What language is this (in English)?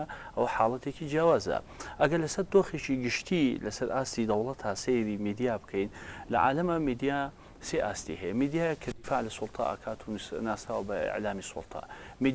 Central Kurdish